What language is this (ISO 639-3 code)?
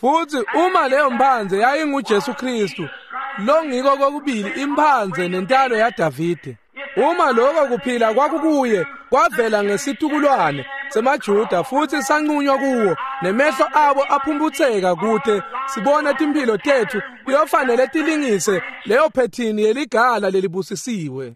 ssw